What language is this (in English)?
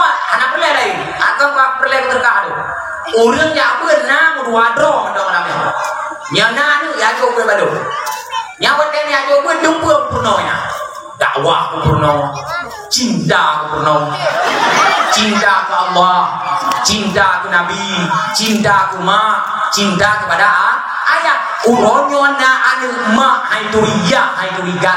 Achinese